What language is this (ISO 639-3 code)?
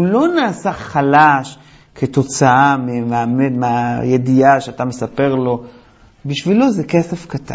heb